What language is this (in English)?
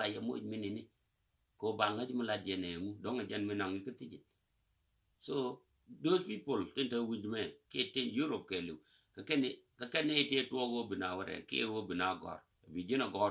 Nuer